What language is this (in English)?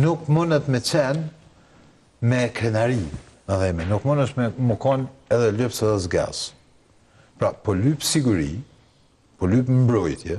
Albanian